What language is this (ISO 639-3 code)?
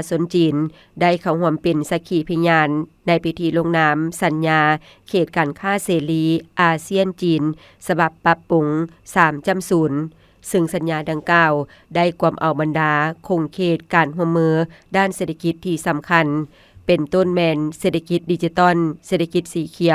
lao